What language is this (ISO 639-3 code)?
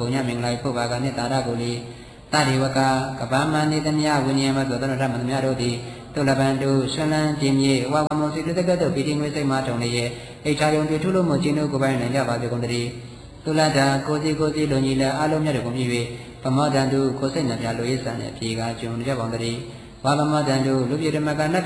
mya